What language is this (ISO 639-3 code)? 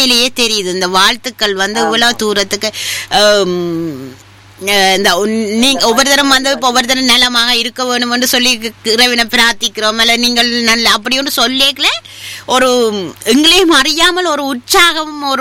tam